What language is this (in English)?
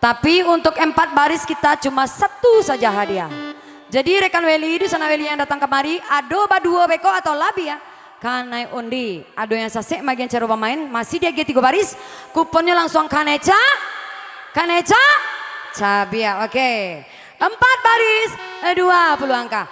Minangkabau